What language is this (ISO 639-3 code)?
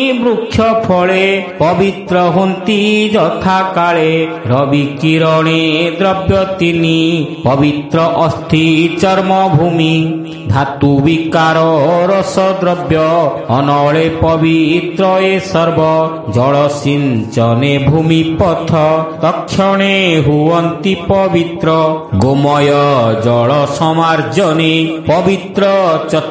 ori